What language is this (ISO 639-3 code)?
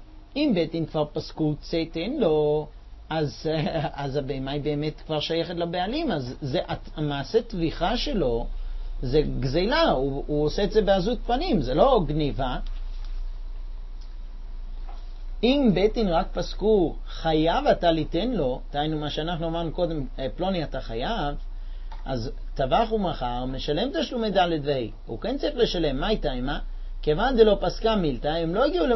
heb